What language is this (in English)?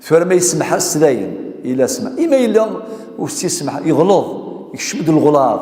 Kabyle